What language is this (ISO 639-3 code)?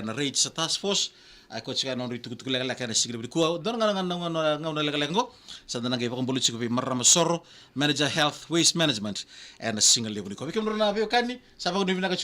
fij